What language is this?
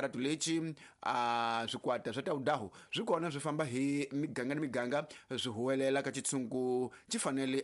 Tsonga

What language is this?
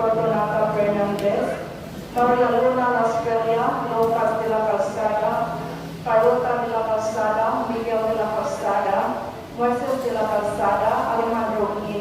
Cebuano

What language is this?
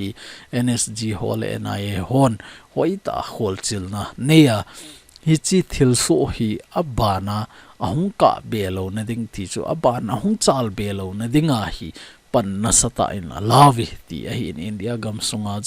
Thado Chin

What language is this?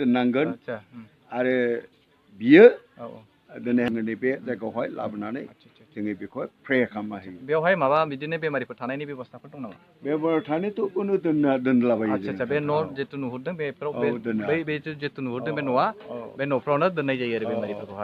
Bodo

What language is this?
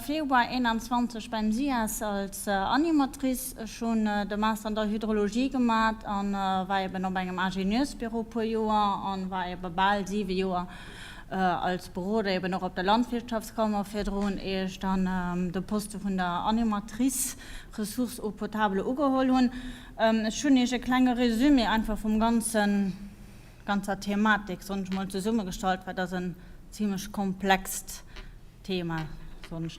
Luxembourgish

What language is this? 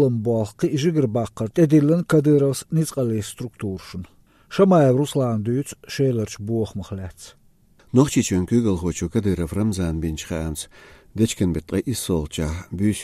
Chechen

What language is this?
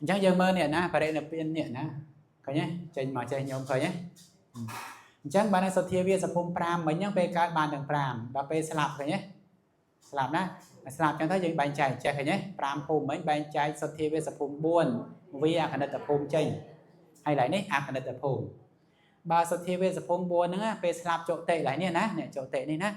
Khmer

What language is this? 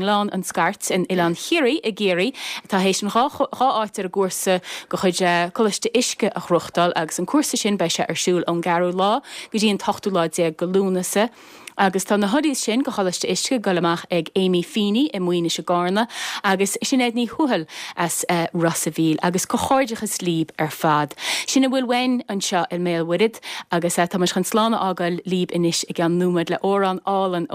Irish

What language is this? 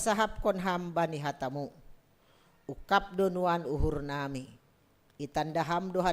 Batak Simalungun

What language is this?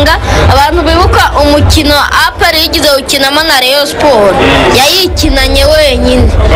Kinyarwanda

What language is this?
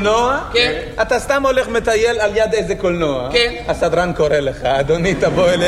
Hebrew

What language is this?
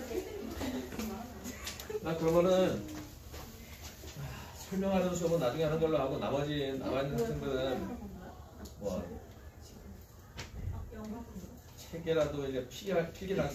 Korean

